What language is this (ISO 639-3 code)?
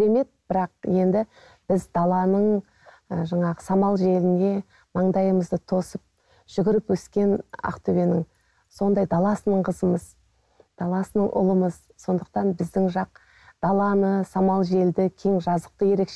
kaz